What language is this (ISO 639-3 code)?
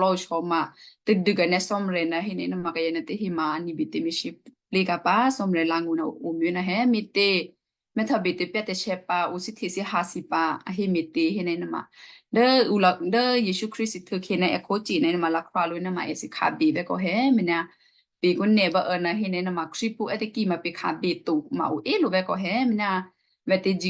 kyu